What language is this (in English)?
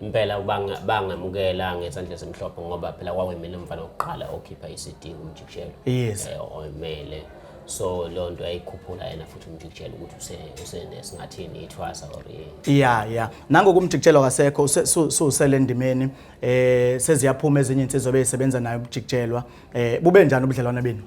Zulu